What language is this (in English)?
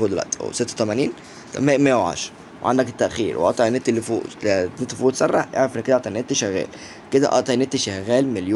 Egyptian Arabic